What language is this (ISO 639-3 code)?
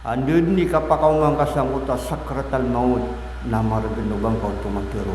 mrw